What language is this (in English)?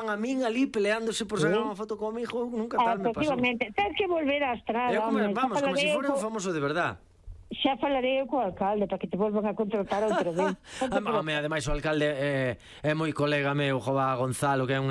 Galician